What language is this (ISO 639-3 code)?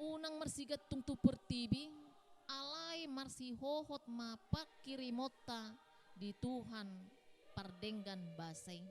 bbc